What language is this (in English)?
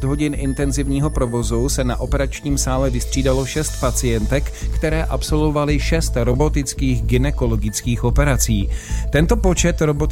Czech